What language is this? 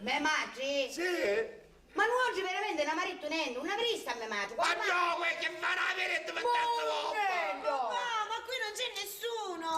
Sicilian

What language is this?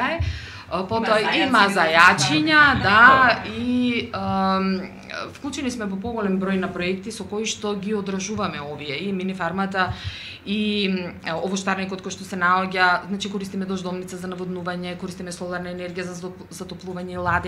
Macedonian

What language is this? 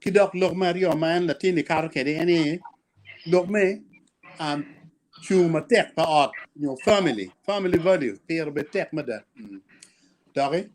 Acoli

